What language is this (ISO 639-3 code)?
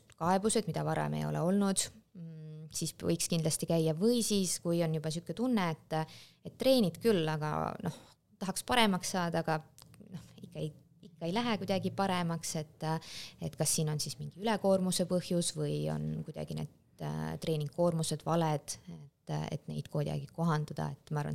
est